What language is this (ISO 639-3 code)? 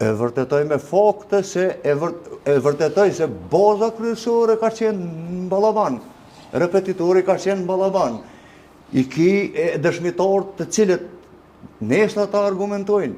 sqi